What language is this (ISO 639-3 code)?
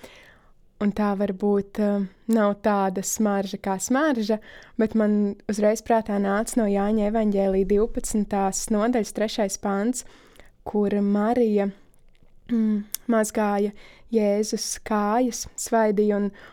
lav